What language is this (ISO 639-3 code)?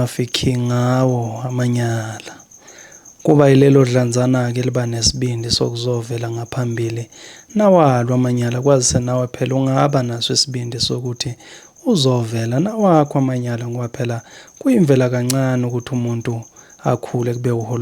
zul